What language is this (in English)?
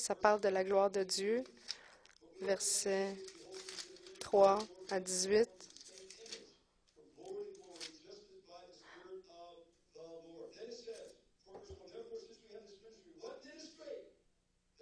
French